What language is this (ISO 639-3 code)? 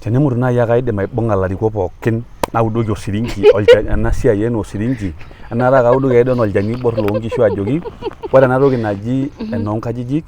mas